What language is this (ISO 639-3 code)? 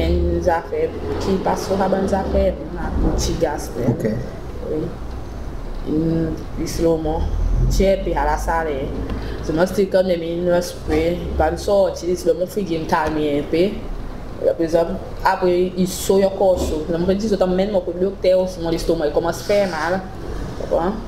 crs